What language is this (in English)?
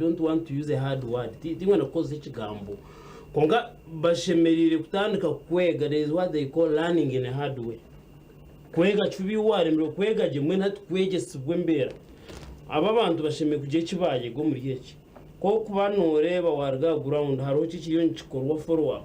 Nyankole